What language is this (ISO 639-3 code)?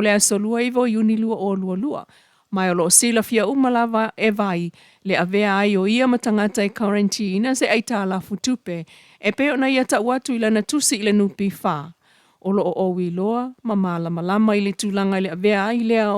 smo